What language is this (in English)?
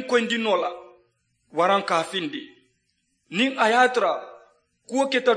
Mandingo